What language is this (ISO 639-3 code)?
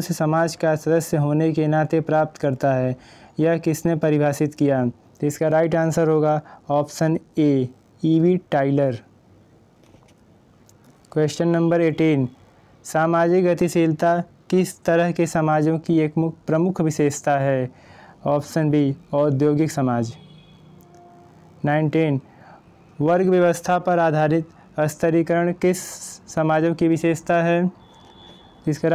hin